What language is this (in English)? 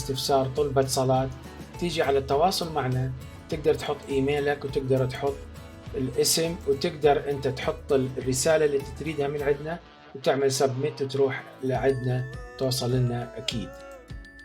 Mesopotamian Arabic